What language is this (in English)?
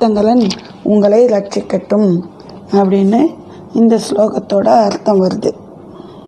Tamil